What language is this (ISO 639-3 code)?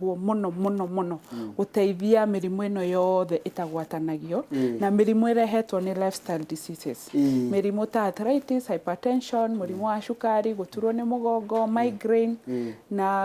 kik